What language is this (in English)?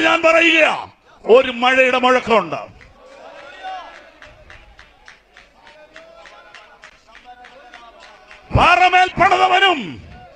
Malayalam